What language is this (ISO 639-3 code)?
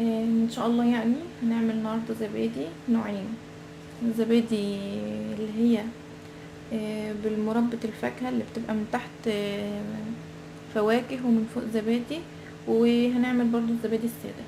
arz